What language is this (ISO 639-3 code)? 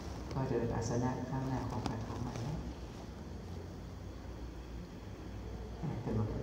tha